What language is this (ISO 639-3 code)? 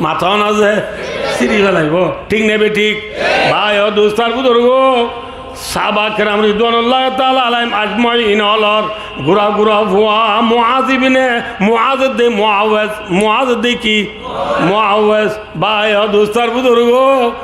rhg